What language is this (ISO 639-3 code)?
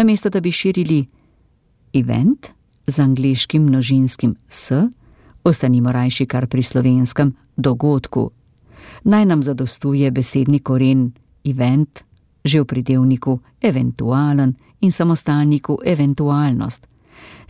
slv